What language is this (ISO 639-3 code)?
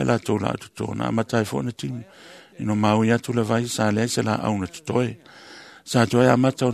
smo